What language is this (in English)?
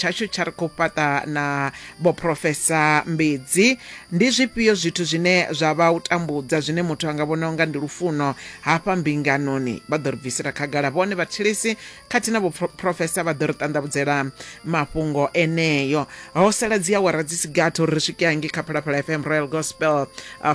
Venda